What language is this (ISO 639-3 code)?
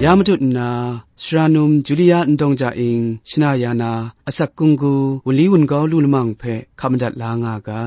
kac